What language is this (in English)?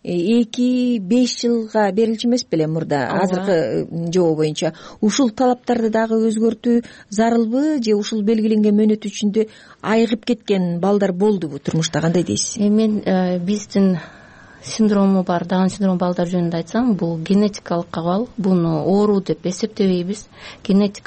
Kyrgyz